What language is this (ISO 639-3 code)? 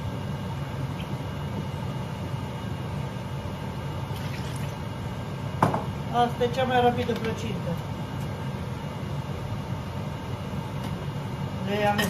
ron